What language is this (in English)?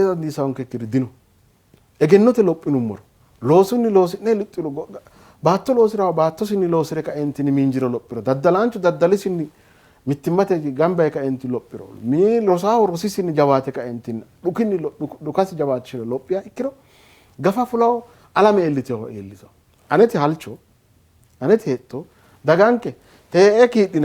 Sidamo